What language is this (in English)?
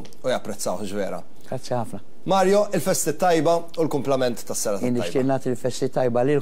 Maltese